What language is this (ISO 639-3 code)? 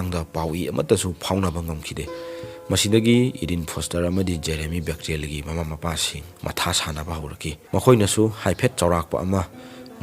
mni